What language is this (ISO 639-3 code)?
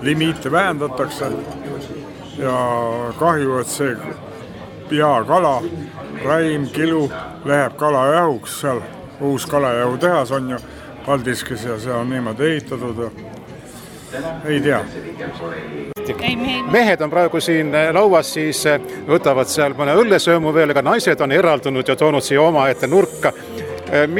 est